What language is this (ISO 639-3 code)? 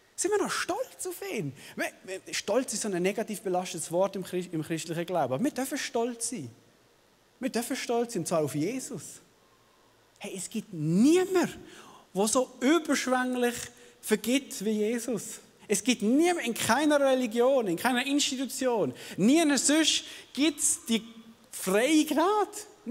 gsw